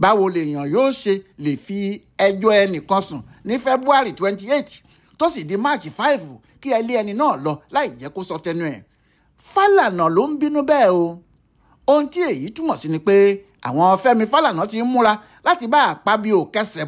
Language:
Yoruba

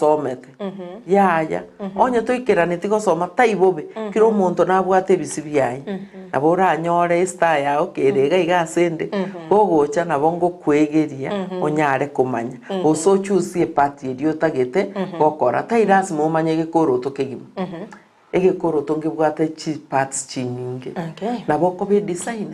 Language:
Gusii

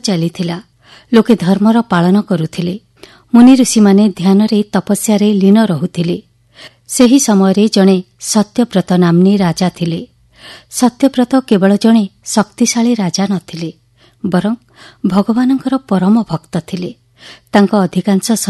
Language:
Odia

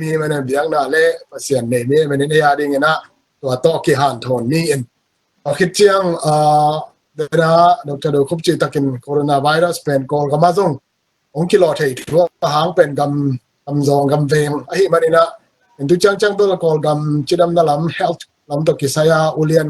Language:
Tedim Chin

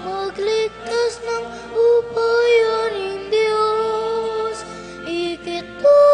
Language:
Pampanga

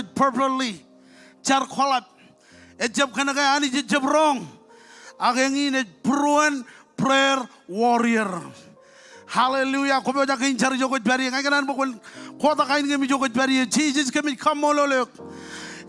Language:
Marshallese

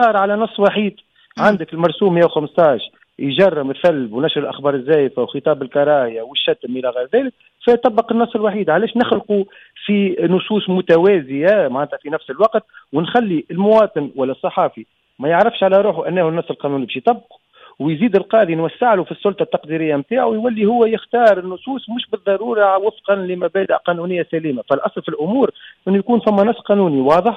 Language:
Tunisian Arabic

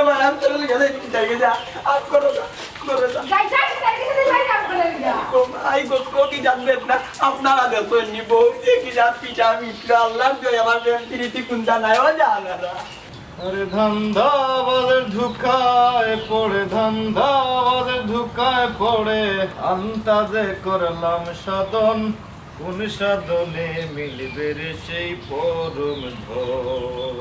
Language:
Sylheti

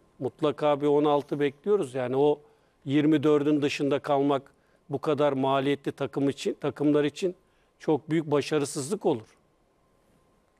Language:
Turkish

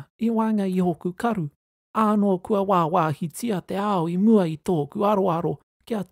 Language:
Māori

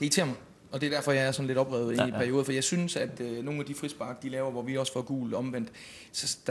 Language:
Danish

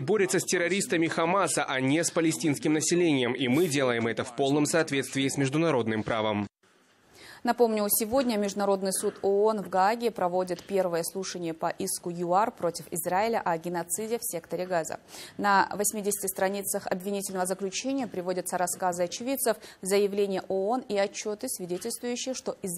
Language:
Russian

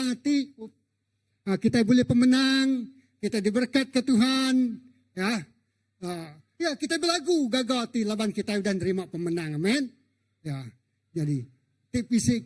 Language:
Iban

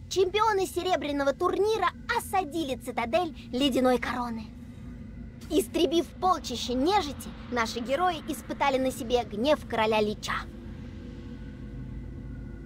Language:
Russian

